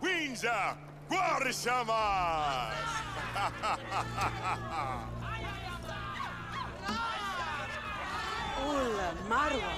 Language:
Swiss German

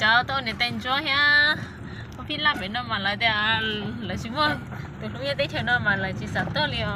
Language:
Hmong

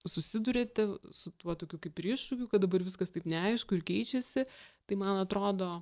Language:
Lithuanian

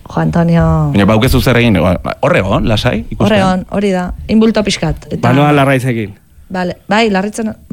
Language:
Basque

